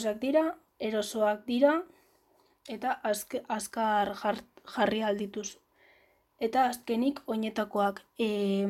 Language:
Basque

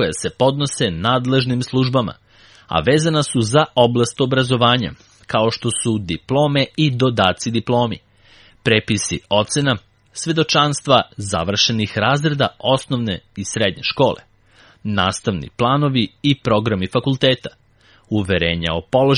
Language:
Serbian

